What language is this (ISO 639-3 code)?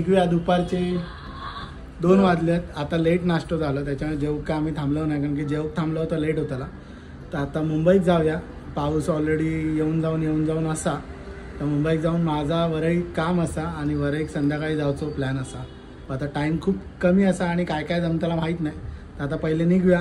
mar